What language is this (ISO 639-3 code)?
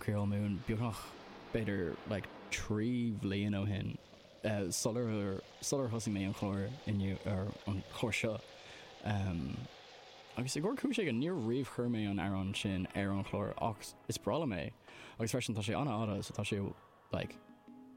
gle